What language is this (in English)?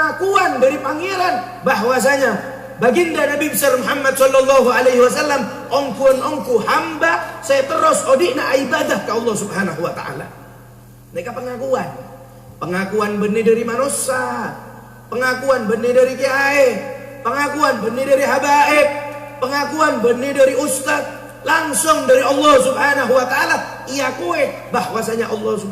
Madurese